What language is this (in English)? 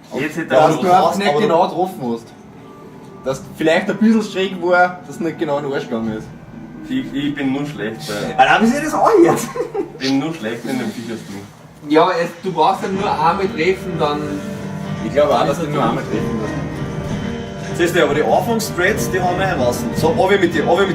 Bavarian